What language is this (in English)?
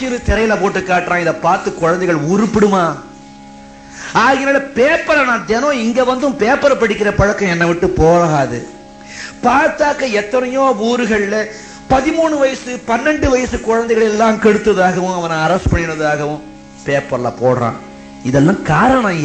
Tamil